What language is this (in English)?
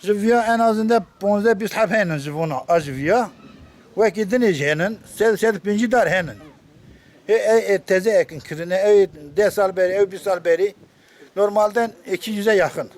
Kurdish